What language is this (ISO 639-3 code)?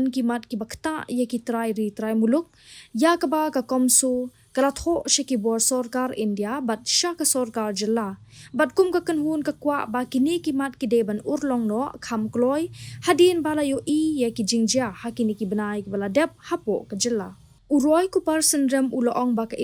kha